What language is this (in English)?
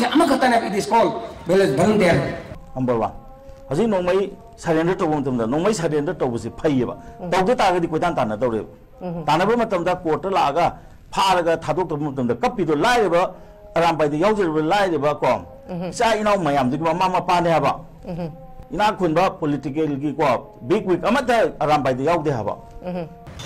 Manipuri